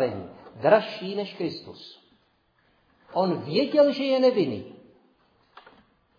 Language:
Czech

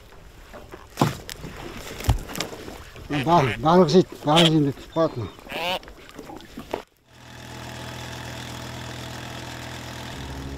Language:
Kazakh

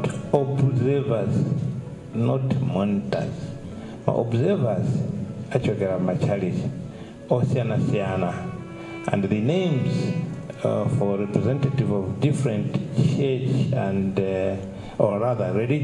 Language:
Nyanja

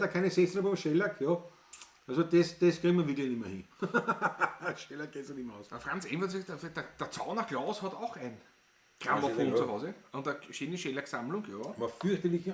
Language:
Bavarian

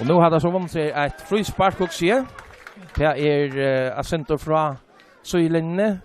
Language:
Faroese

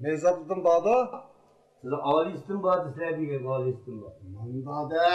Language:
Uyghur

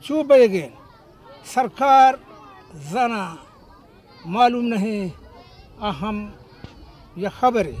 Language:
Baluchi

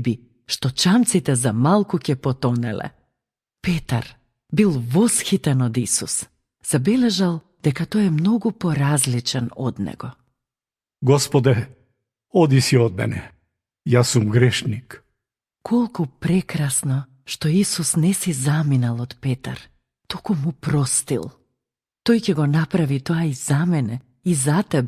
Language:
Macedonian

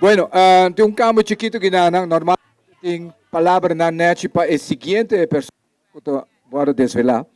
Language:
Papiamento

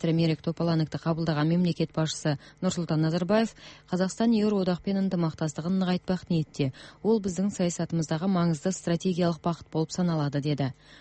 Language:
Kazakh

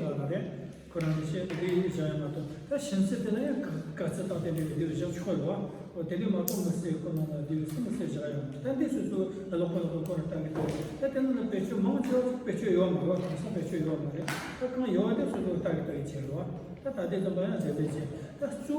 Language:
Tibetan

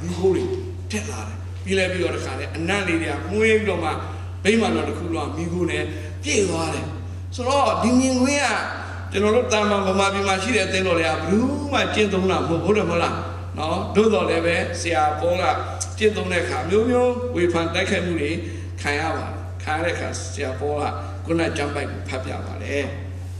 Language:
Burmese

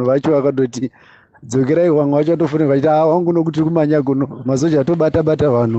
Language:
Shona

